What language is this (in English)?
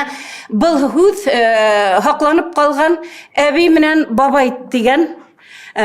Bashkir